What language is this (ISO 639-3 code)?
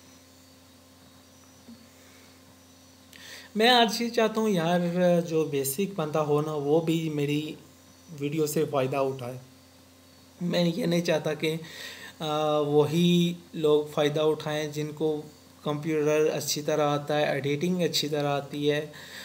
hin